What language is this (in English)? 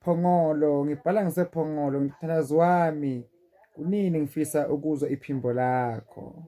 Zulu